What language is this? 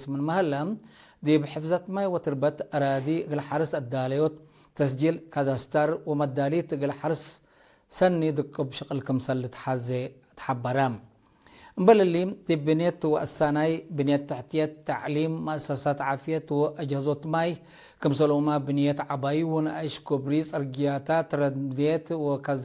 Tigre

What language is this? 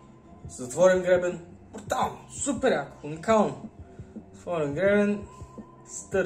Bulgarian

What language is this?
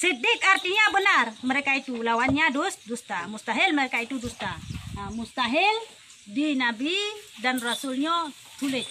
Achinese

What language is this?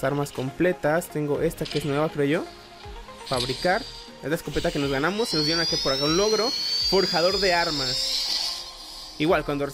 Spanish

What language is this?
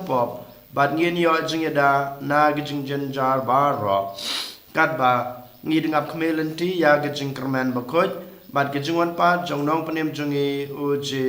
Khasi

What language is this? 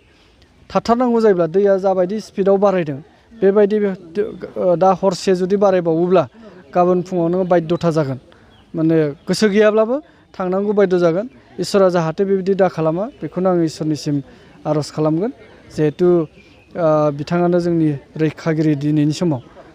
Bodo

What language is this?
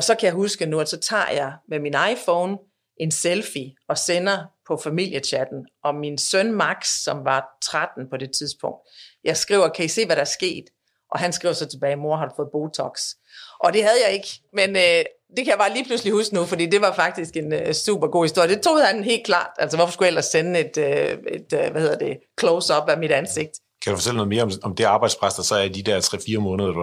Danish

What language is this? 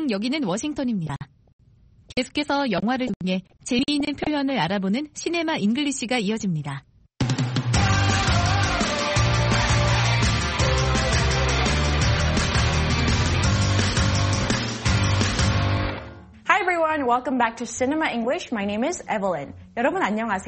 Korean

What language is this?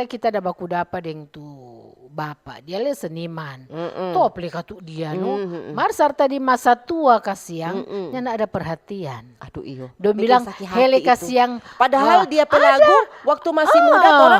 Manado Malay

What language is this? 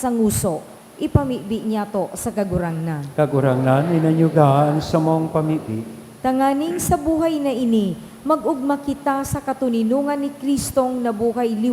Bikol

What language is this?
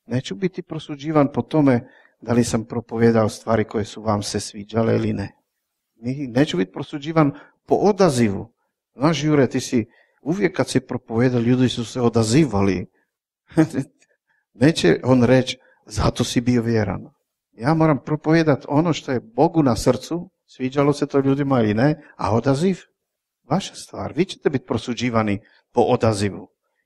Croatian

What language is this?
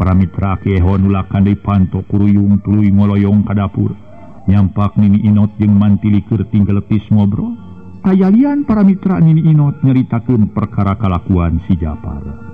Sundanese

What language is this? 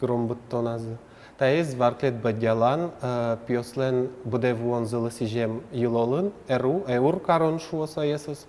Udmurt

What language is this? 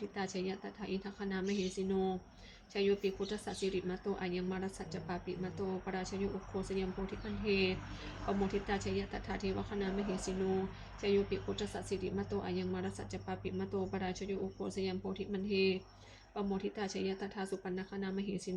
Pali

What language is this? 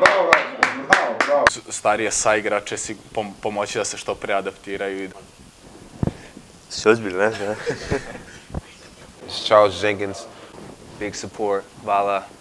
Serbian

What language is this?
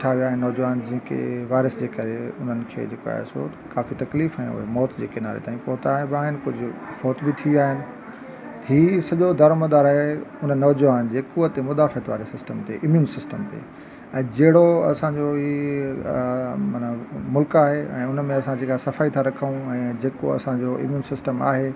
Sindhi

